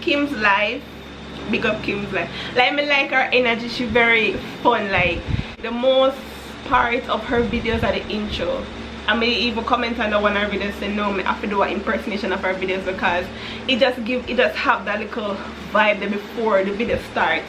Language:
Jamaican Creole English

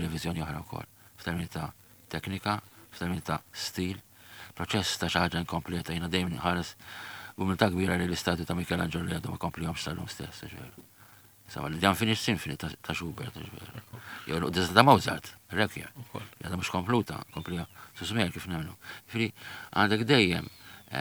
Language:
Maltese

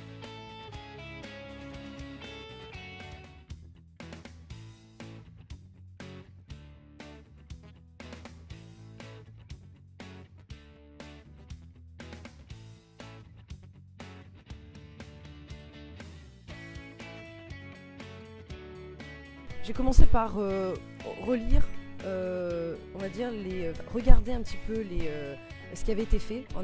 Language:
French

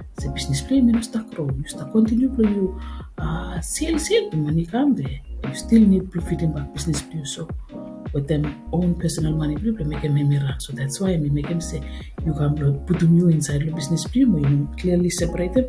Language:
Bislama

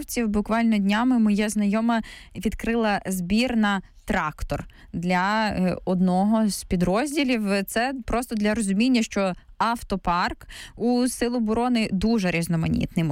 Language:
Ukrainian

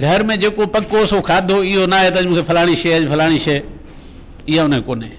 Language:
Sindhi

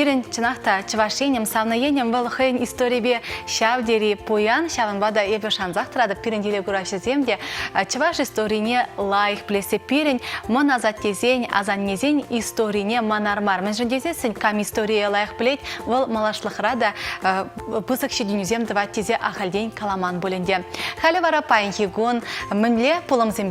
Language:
Chuvash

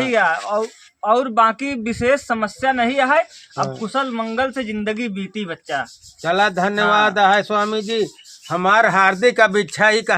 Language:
Awadhi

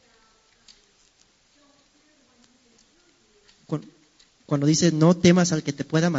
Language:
Spanish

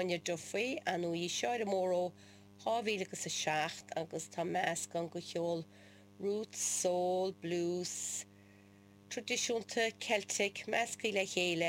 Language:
Irish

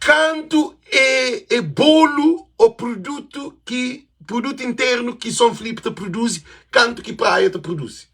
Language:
Kabuverdianu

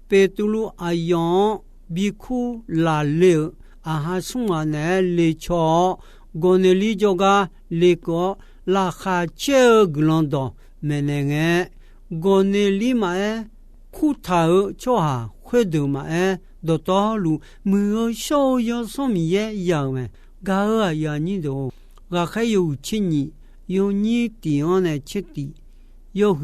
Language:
Akha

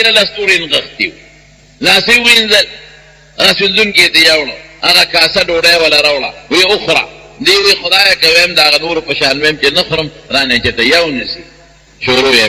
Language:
Pashto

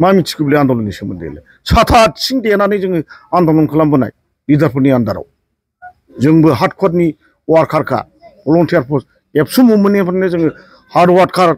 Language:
Bodo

